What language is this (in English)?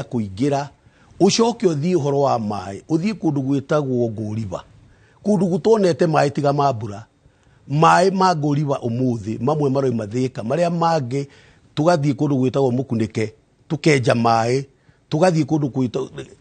Kikuyu